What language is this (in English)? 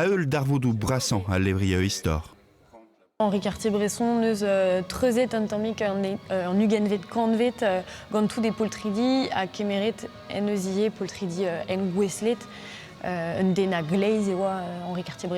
Breton